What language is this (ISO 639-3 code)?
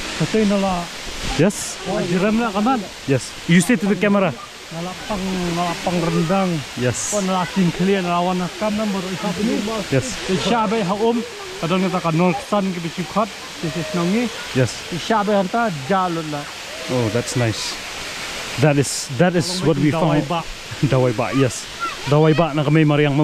kha